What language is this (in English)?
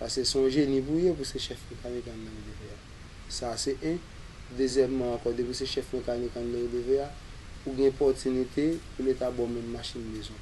Haitian Creole